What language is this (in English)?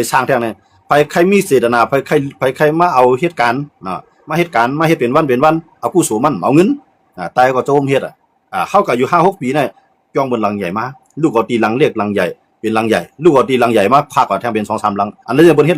Shan